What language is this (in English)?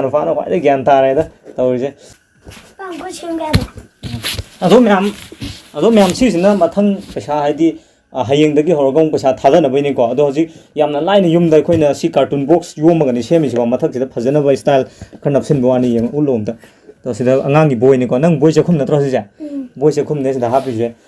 Manipuri